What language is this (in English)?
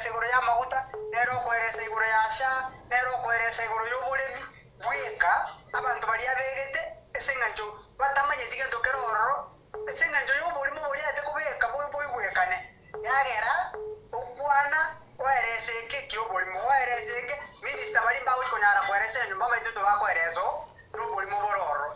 Gusii